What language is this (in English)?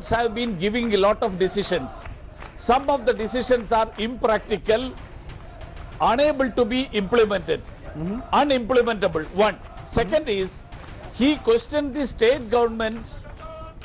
English